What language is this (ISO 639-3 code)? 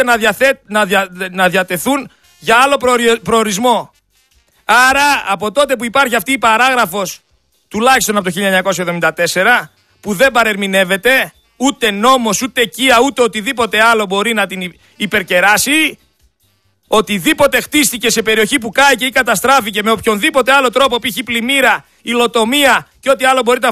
ell